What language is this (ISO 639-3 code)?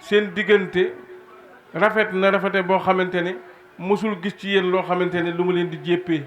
wol